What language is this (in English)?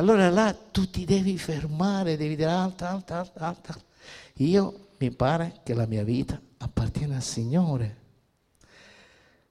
Italian